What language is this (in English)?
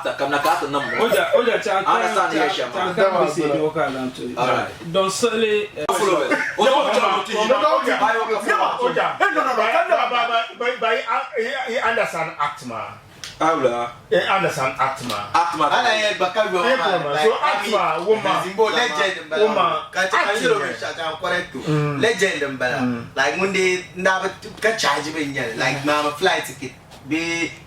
Dagbani